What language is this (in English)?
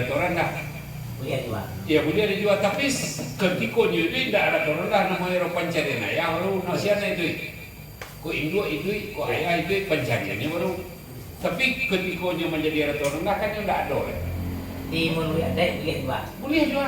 Minangkabau